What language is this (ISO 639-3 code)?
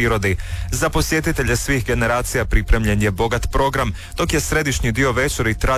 hrv